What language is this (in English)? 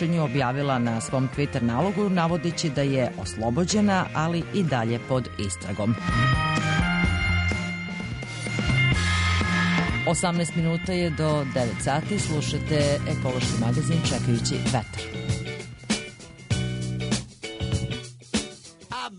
Serbian